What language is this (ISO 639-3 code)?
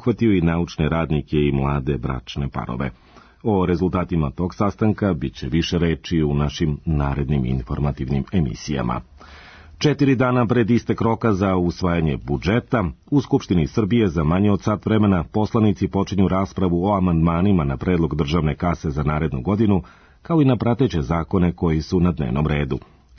srp